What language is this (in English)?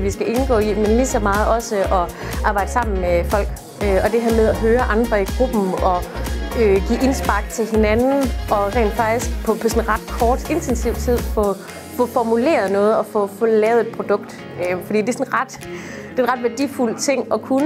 Danish